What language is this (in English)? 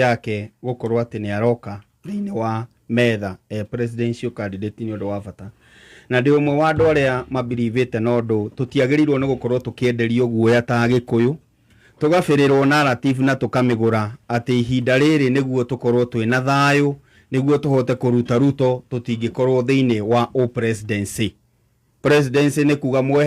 Kikuyu